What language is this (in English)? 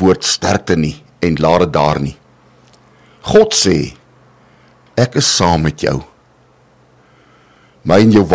Afrikaans